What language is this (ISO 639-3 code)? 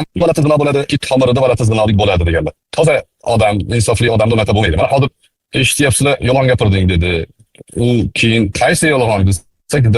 uzb